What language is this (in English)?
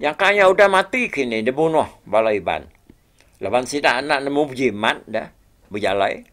Iban